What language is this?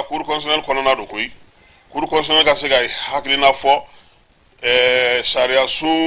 Bambara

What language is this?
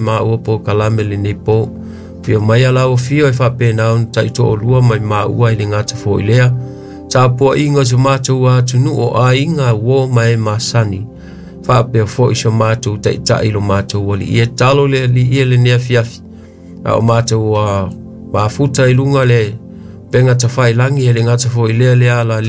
Samoan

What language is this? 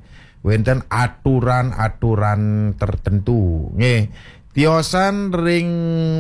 Balinese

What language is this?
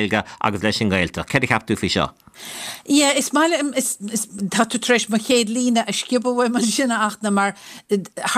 Irish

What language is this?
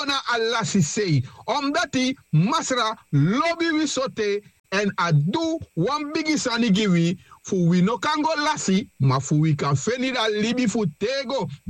Sranan Tongo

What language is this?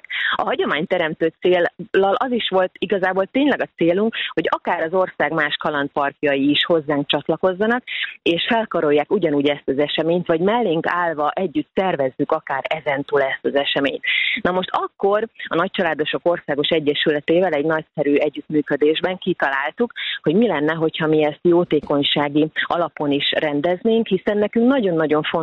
Hungarian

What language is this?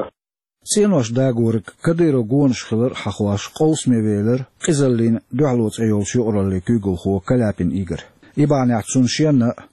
Chechen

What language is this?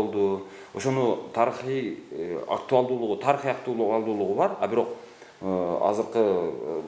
Kyrgyz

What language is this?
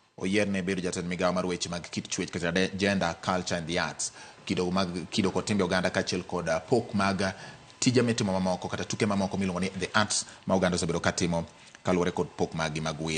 Luo (Kenya and Tanzania)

